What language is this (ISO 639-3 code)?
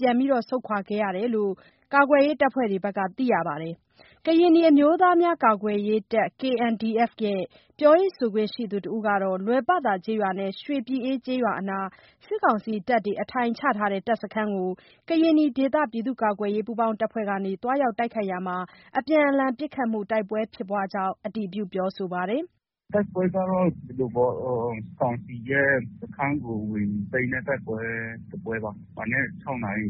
mya